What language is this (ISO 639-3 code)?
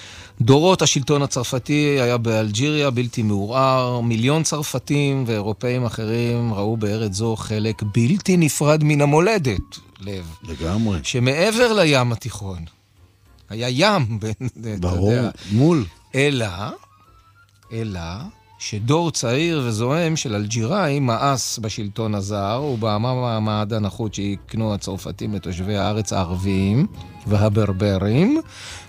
heb